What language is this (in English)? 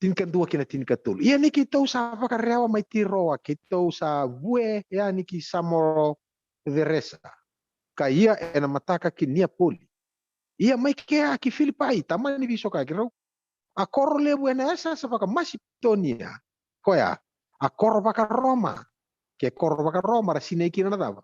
Fijian